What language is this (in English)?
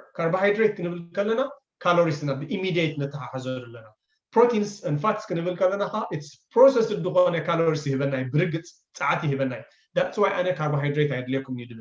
Tigrinya